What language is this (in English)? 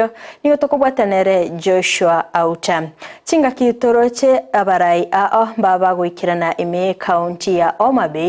Gusii